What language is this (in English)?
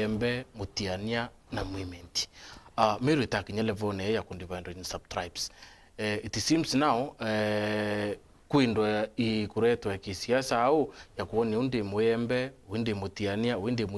Meru